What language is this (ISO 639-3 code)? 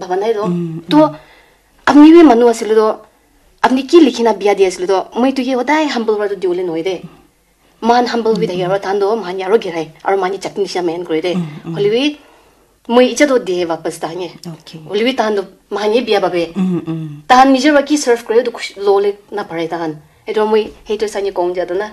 nag